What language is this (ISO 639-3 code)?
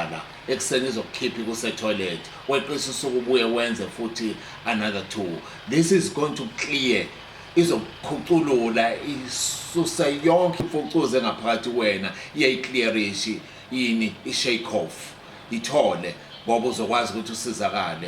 zul